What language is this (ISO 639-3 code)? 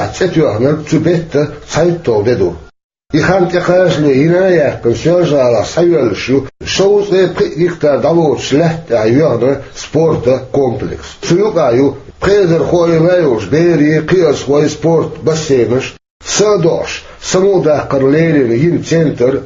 che